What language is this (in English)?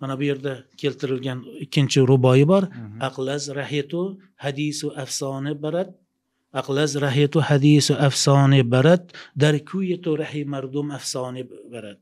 Uzbek